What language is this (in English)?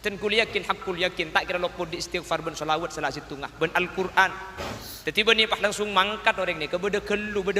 Madurese